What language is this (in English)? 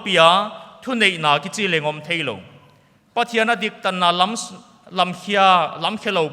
Paite Chin